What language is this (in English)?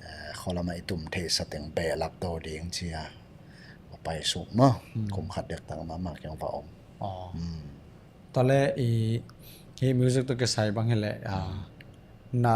Tedim Chin